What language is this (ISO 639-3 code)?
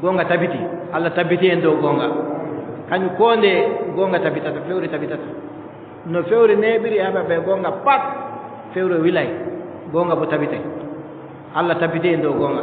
fub